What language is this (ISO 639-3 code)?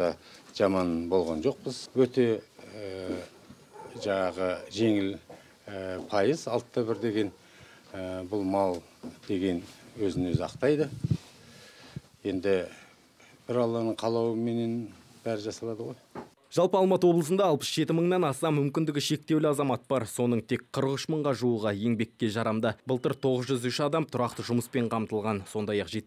kaz